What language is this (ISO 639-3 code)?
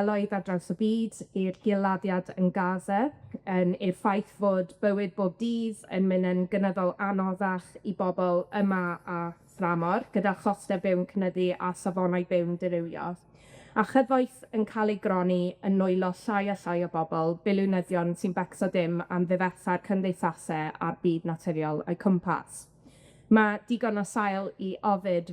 cym